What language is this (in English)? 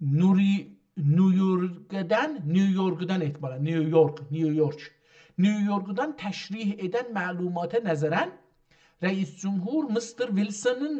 South Azerbaijani